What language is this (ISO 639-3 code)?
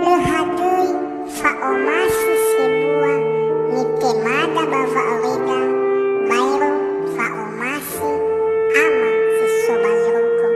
nia